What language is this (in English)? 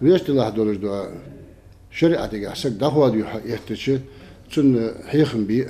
Ingush